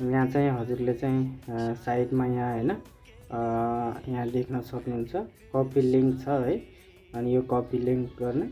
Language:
Nepali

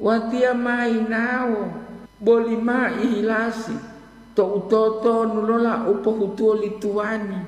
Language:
Gorontalo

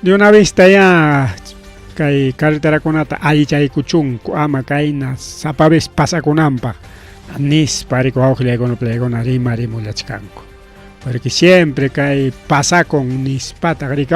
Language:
Ayacucho Quechua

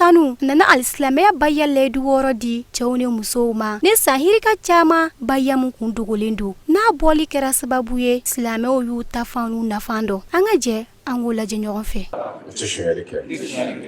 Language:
Bambara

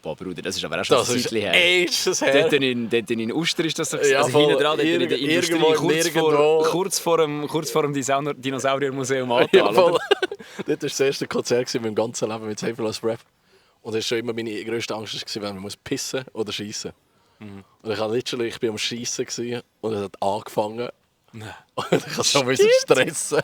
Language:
Swiss German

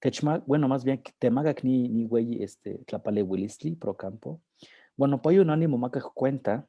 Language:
Eastern Huasteca Nahuatl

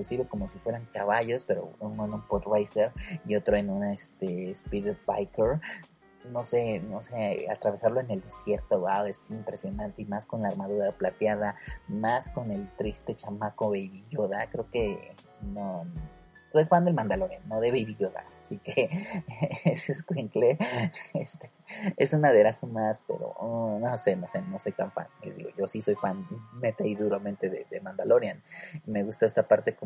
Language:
Spanish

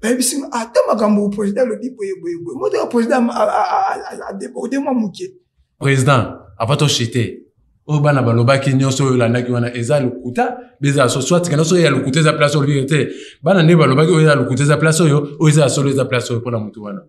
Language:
Lingala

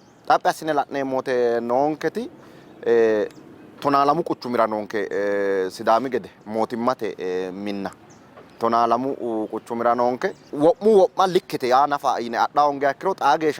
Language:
Sidamo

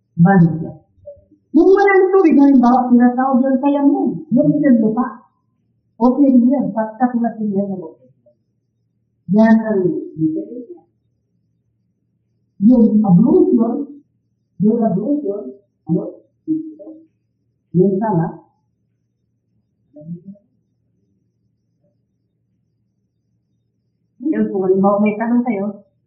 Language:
Filipino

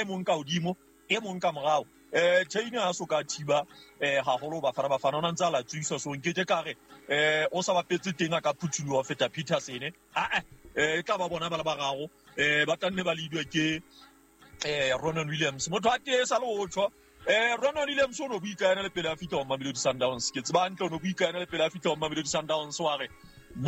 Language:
Southern Sotho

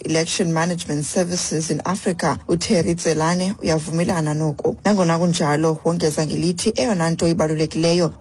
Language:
Xhosa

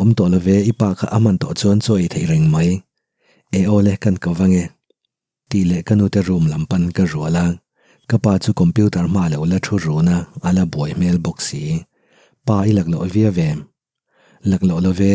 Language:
Mizo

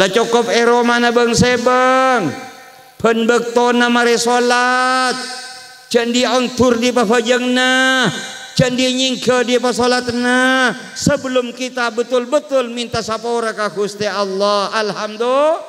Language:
Madurese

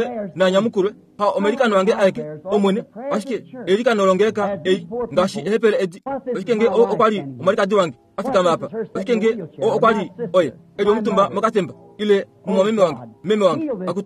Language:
Kuanyama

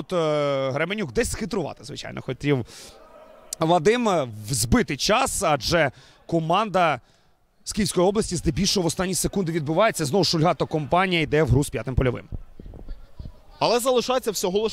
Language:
Ukrainian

